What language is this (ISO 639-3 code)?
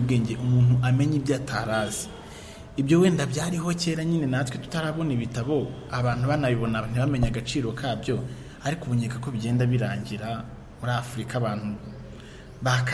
kin